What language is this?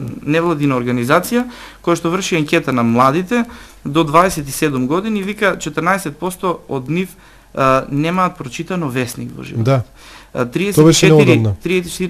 Macedonian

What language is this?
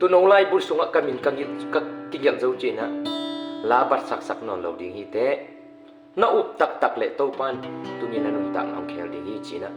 Tedim Chin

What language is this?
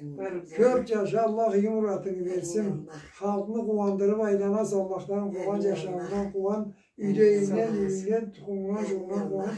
Karachay-Balkar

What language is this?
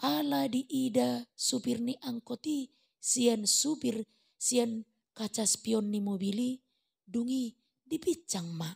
Batak Toba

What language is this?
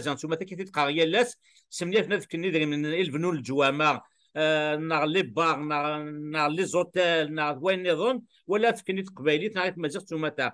Kabyle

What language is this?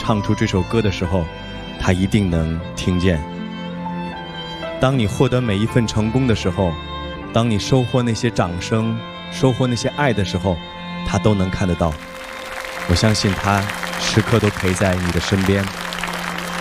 Chinese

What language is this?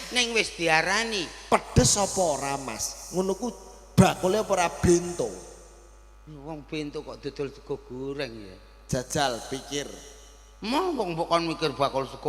Javanese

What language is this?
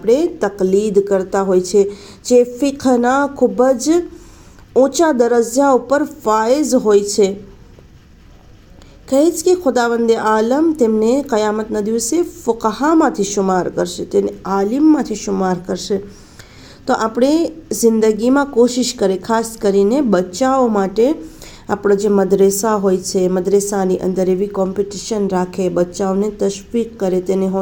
Gujarati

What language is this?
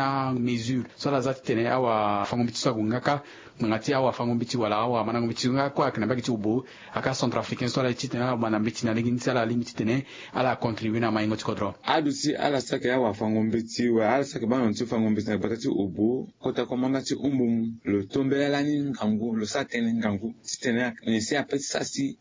Sango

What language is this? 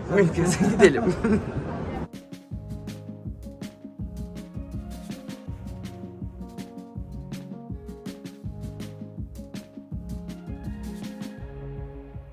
Turkish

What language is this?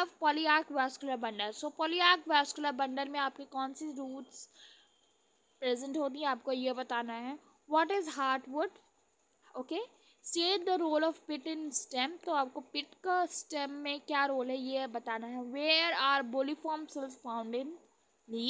Hindi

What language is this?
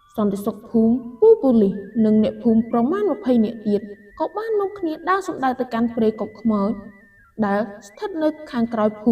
Khmer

